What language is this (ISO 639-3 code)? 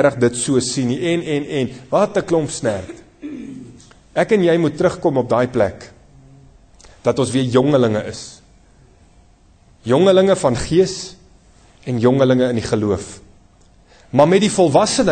afr